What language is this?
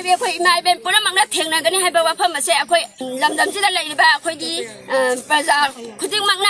Manipuri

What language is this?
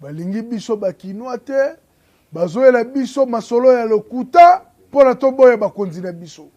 Lingala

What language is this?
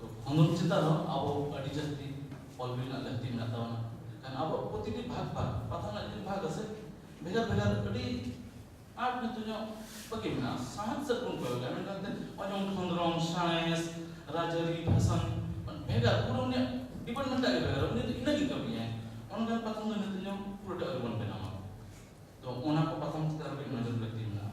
Santali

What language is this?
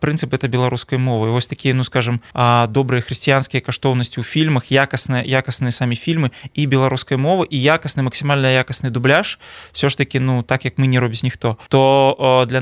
Belarusian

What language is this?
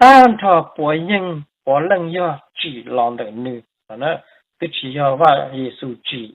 Hmong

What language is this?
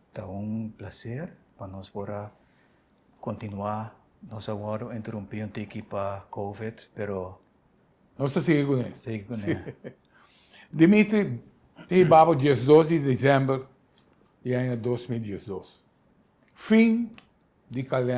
Papiamento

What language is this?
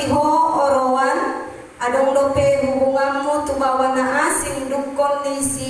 Batak Toba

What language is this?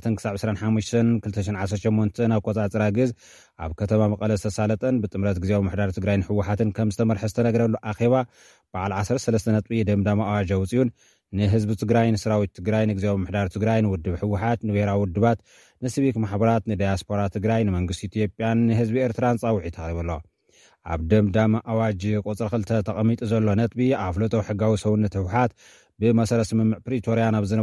Tigrinya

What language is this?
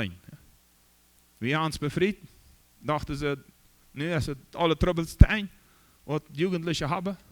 Plautdietsch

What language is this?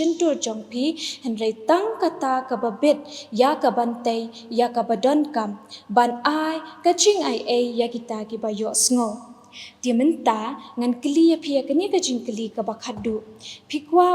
Khasi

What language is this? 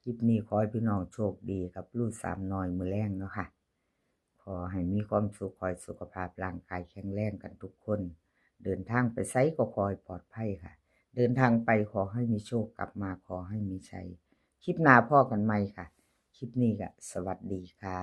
Northeastern Thai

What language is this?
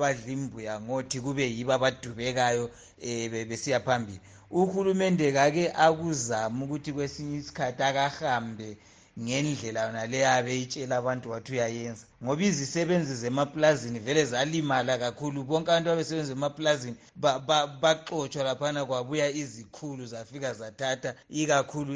North Ndebele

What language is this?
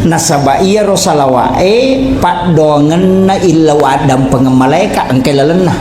Buginese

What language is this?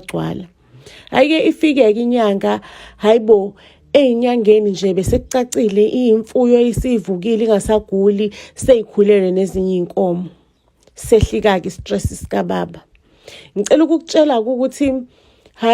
Zulu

